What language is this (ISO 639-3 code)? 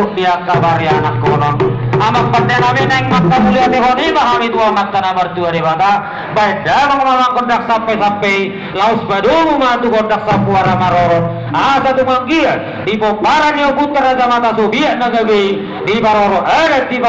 bbc